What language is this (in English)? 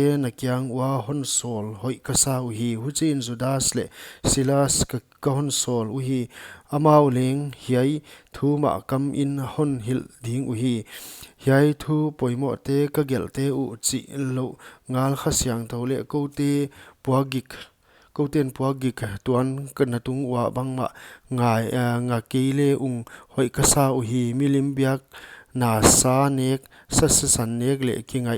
Paite Chin